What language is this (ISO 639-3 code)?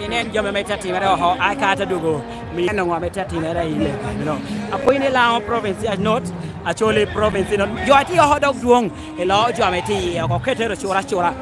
laj